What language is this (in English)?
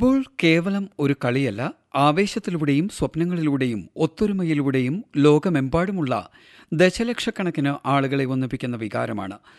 Malayalam